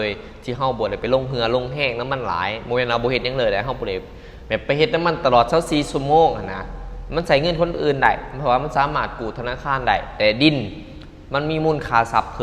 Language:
Lao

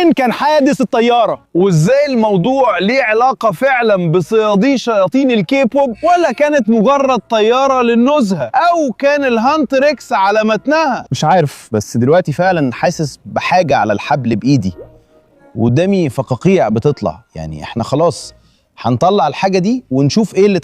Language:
Egyptian Arabic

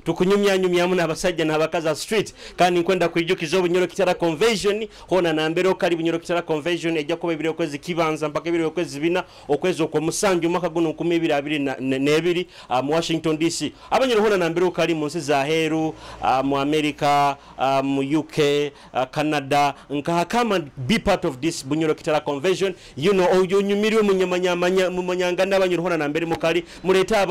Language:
Nyoro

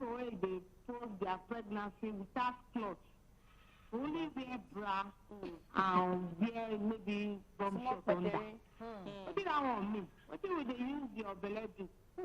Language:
Nigerian Pidgin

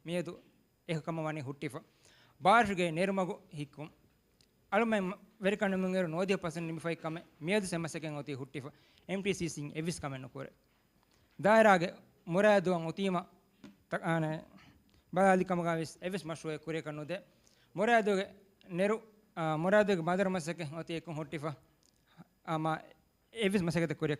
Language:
Divehi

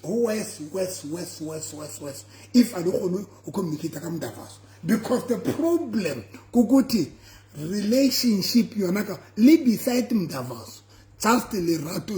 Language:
Southern Sotho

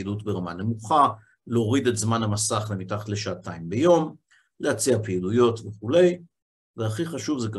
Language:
Hebrew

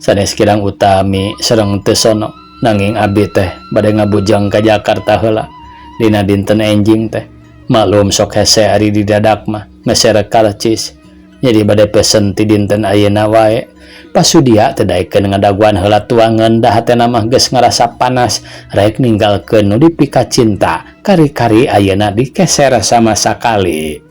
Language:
Sundanese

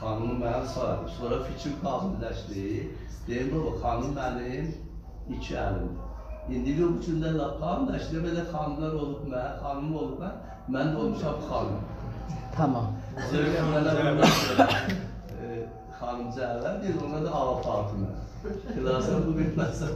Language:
South Azerbaijani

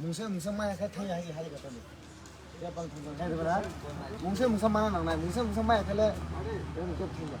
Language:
Kok Borok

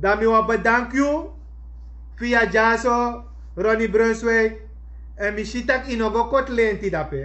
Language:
Sranan Tongo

